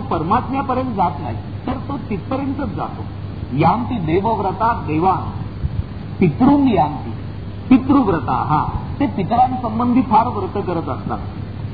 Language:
Marathi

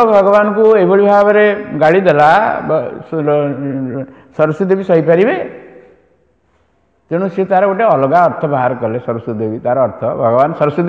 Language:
Odia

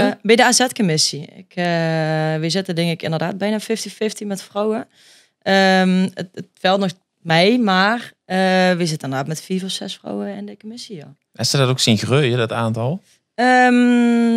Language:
Limburgish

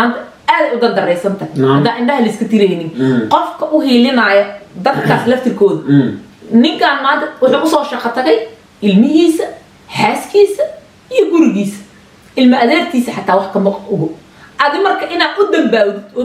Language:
Somali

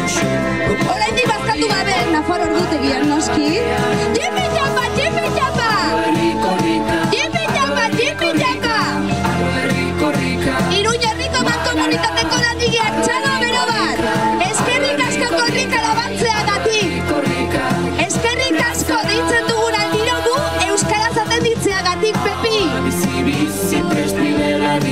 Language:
Basque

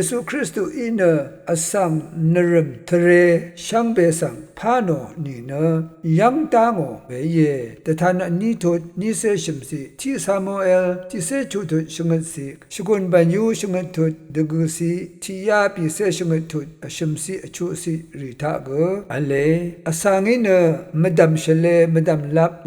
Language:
Rawang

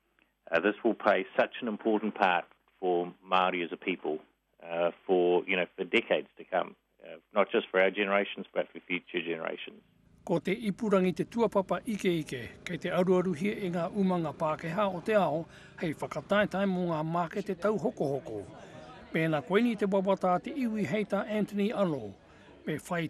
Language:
Māori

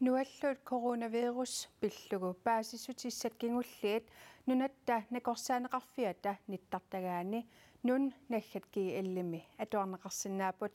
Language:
Kalaallisut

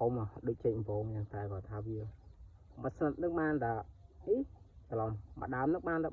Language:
Khmer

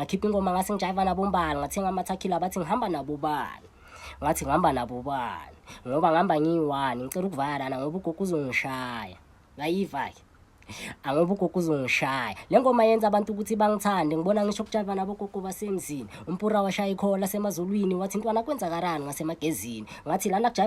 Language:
Zulu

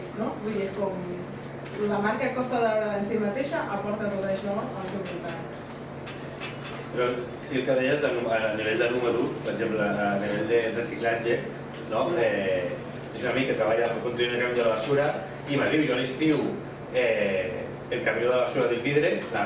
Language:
Catalan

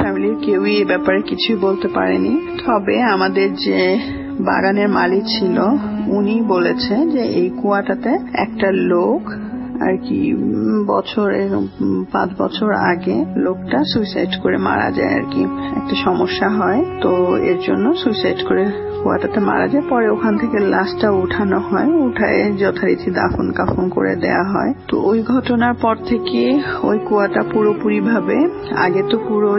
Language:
Bangla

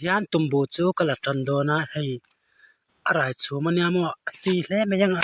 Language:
Mizo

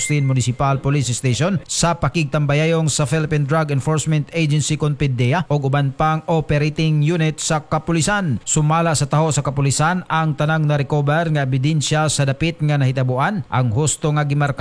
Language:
Cebuano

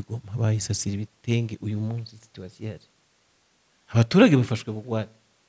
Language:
Kinyarwanda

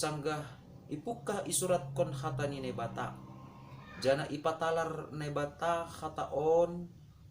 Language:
Batak Simalungun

